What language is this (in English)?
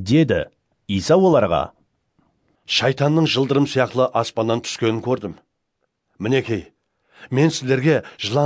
Kara-Kalpak